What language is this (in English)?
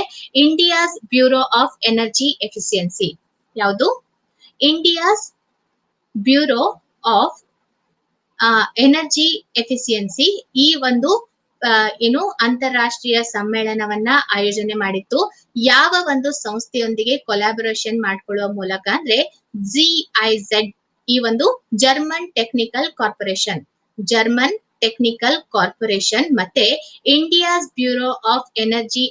Kannada